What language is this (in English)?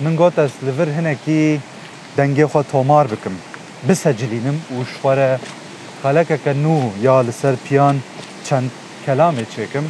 Kurdish